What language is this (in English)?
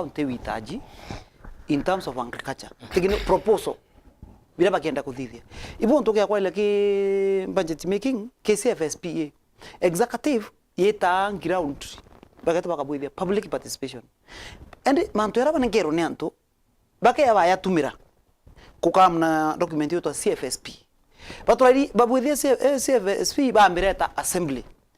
Meru